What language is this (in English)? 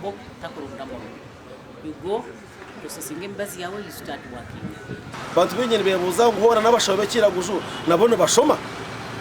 Nyankole